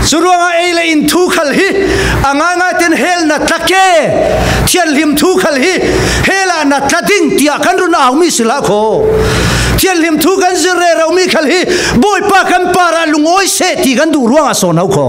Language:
Falam Chin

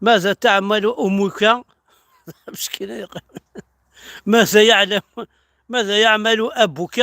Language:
Kabyle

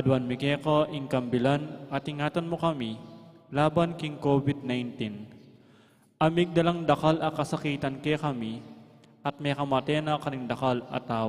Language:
Pampanga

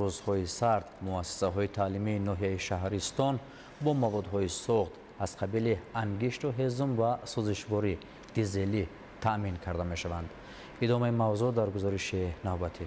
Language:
Tajik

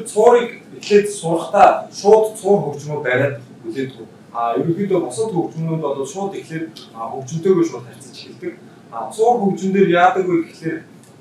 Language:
Mongolian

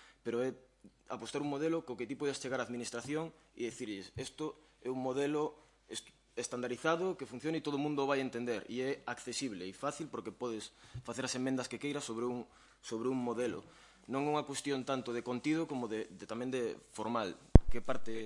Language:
Galician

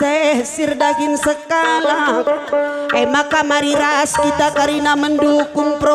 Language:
Batak Karo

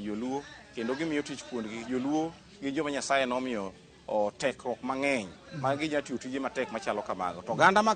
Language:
Luo (Kenya and Tanzania)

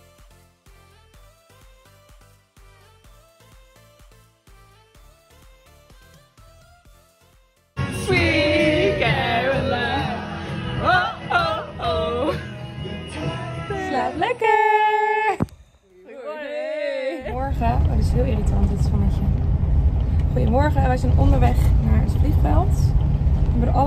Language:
Dutch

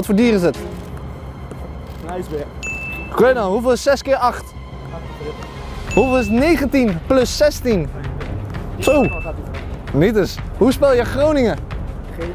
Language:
Dutch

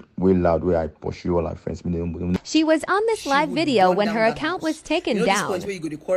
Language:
Nigerian Pidgin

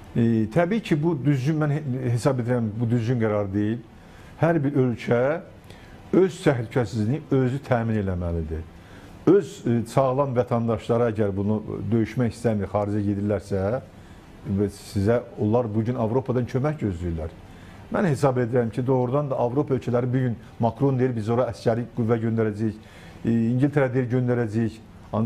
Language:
Azerbaijani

